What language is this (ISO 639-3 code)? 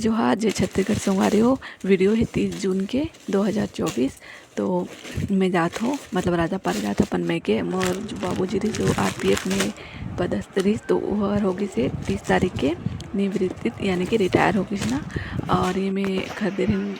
hne